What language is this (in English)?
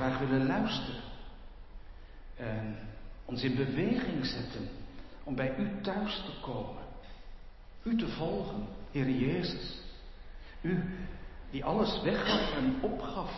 Dutch